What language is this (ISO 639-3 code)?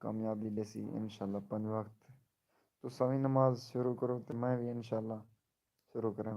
skr